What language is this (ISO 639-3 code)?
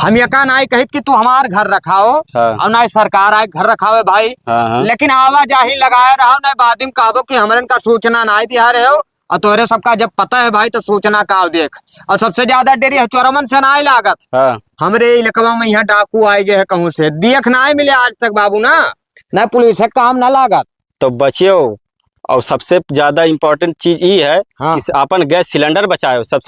awa